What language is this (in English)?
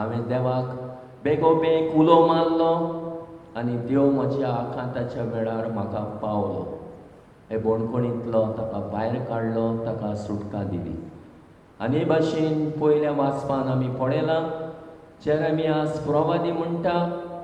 Konkani